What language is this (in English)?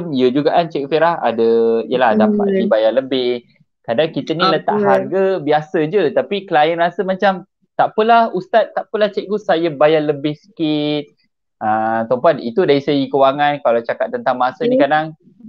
Malay